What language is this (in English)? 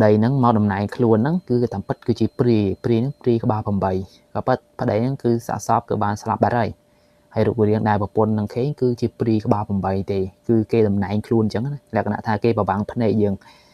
Khmer